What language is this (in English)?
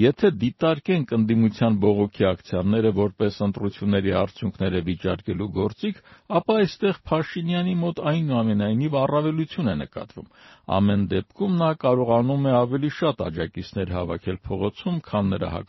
Armenian